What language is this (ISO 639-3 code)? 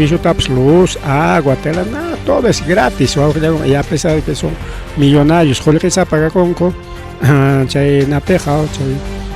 quy